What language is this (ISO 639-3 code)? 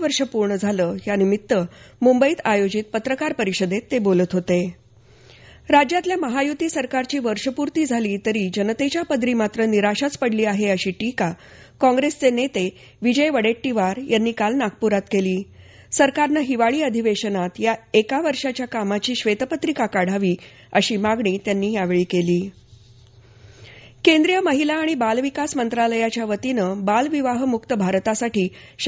mar